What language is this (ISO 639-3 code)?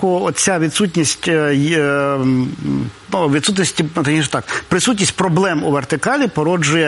ukr